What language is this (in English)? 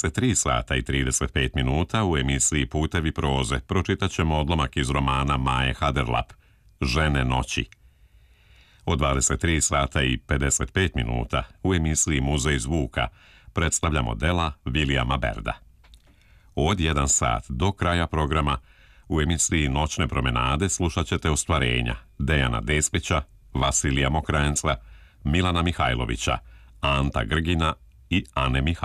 Serbian